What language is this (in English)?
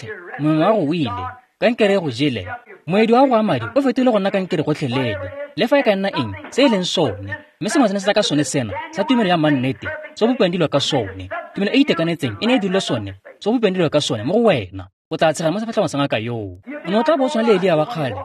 Tswana